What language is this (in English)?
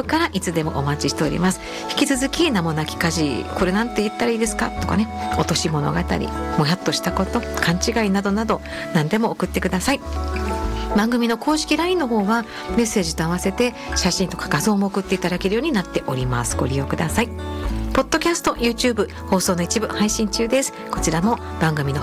Japanese